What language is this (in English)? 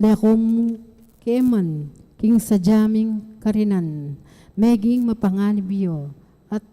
Pampanga